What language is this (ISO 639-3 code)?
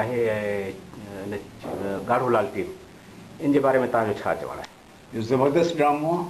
snd